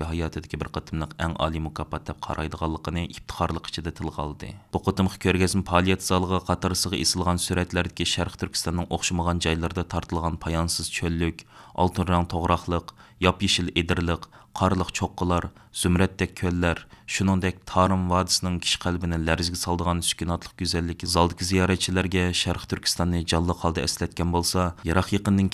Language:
Uyghur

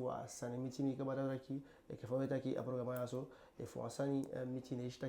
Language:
Eastern Maroon Creole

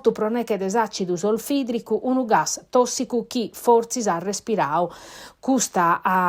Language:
Sardinian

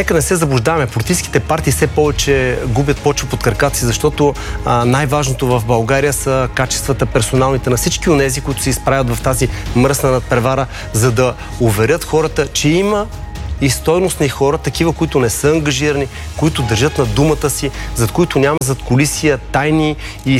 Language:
Bulgarian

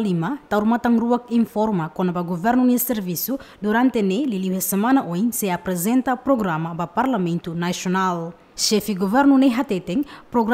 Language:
Tetum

